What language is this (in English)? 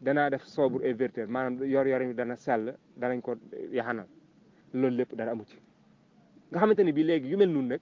Wolof